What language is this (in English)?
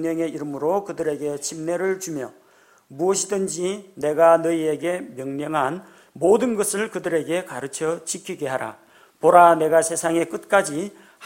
Korean